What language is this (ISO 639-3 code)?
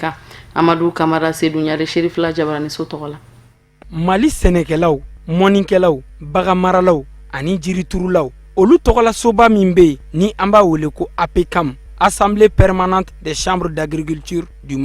bam